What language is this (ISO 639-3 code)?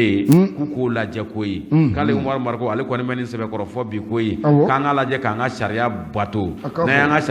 bam